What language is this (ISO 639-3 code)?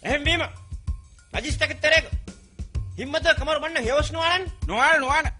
div